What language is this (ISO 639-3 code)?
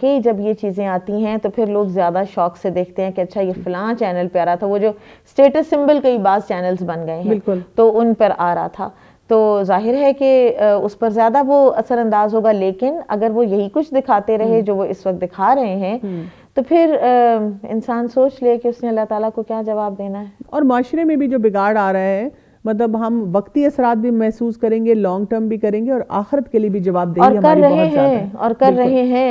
urd